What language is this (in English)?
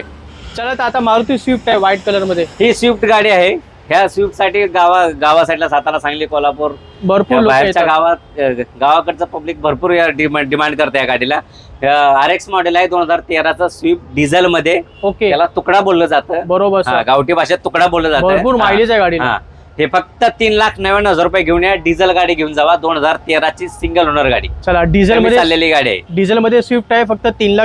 Marathi